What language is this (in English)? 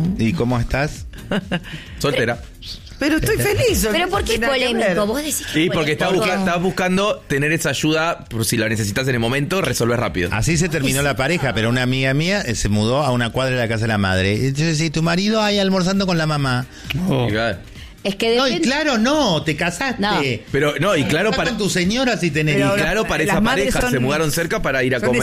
Spanish